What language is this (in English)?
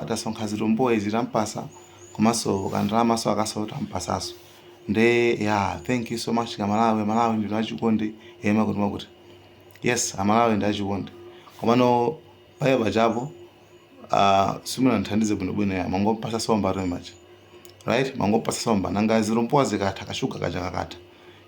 Nyanja